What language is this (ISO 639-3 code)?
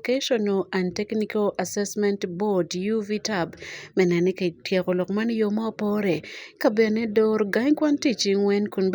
ach